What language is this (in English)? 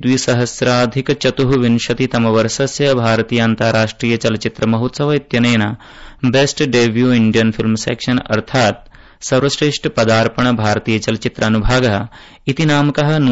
Sanskrit